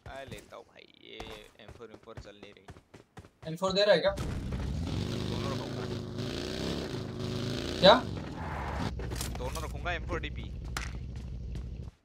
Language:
Hindi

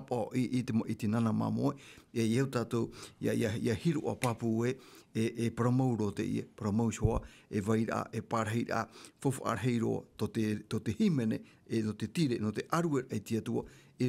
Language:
Tahitian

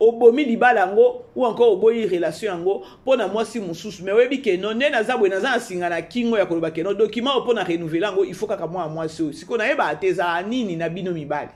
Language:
Lingala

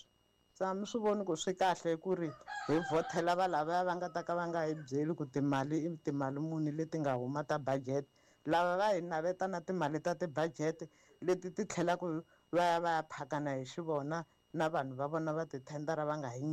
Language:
Tsonga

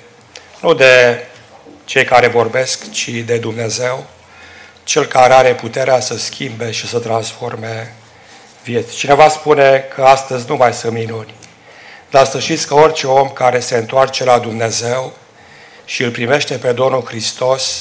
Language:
Romanian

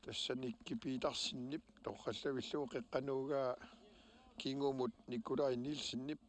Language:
Kalaallisut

